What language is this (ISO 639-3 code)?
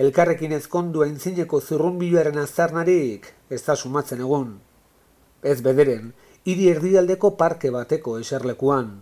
eus